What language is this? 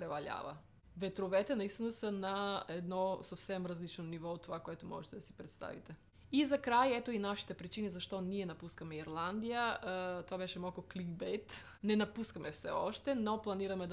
Bulgarian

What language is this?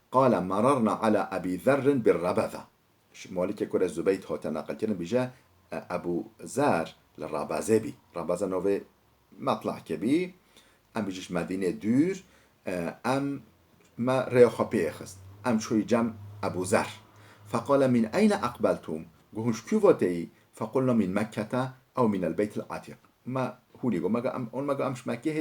Kurdish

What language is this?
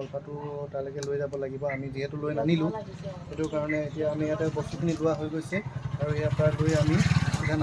Assamese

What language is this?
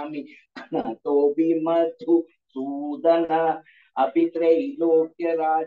Sanskrit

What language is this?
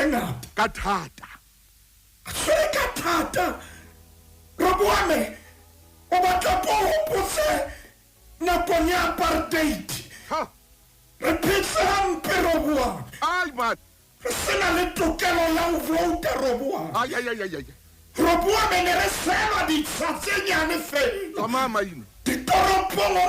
Southern Sotho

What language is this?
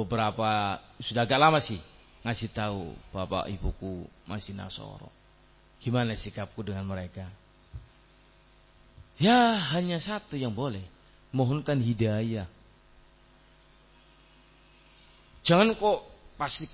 Indonesian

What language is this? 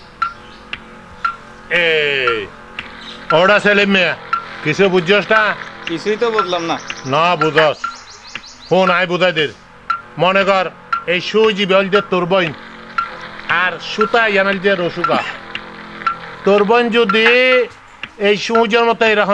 Bangla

